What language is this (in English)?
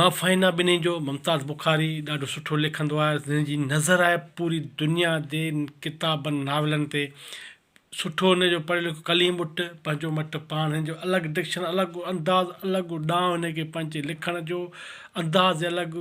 Sindhi